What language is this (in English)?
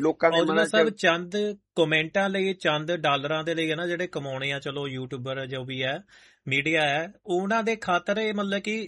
Punjabi